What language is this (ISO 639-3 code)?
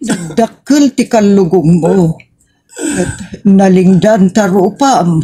ilo